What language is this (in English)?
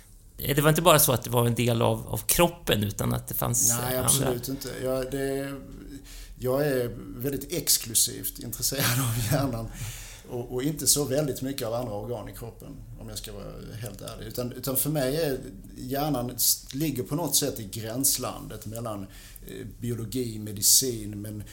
Swedish